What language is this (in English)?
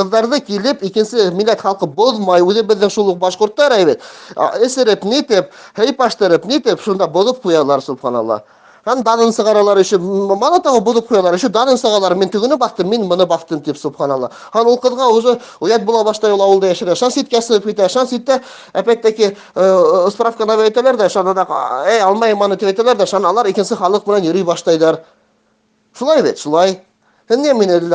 Bashkir